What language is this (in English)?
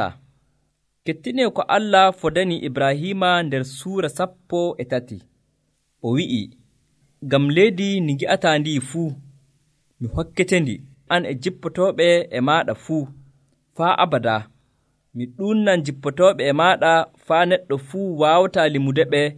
Nigerian Fulfulde